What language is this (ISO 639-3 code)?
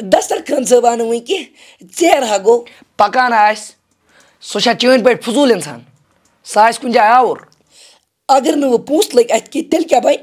kas